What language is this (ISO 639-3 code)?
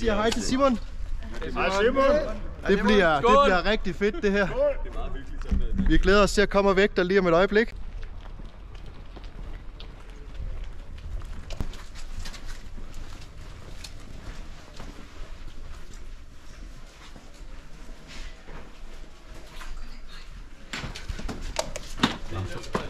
dan